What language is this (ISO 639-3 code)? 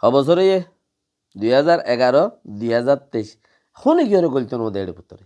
rhg